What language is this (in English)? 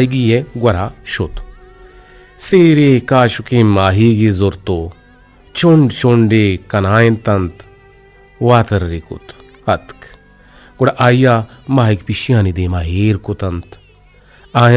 Eastern Balochi